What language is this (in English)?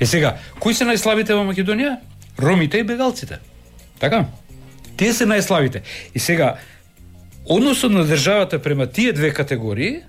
Macedonian